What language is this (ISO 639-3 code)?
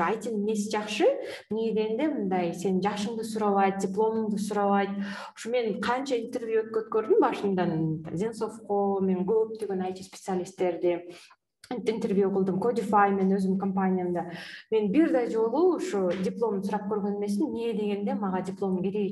kir